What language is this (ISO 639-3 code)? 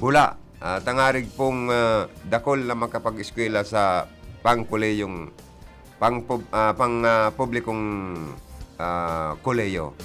bik